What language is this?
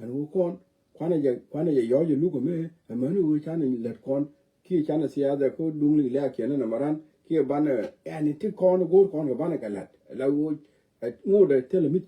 Nuer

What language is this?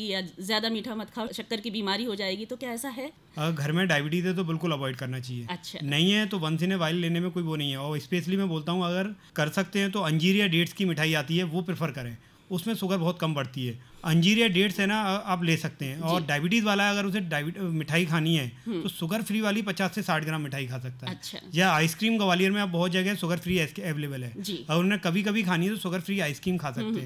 Hindi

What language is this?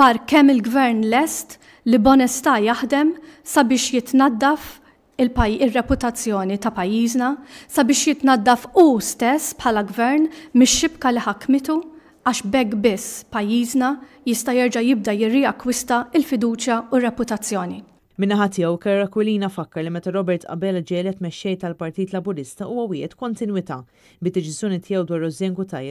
Maltese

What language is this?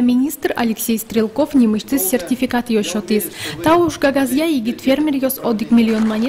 Udmurt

